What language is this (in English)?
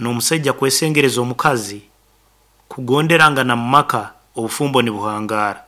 Nyankole